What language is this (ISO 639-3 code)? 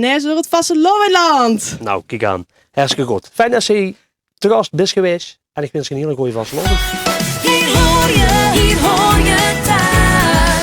lim